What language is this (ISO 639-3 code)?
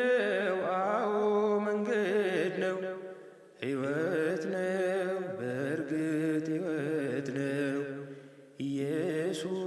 amh